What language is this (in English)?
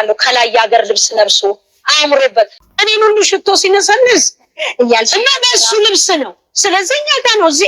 Amharic